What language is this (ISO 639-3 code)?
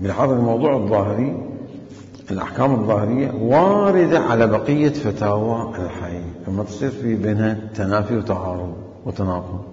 acm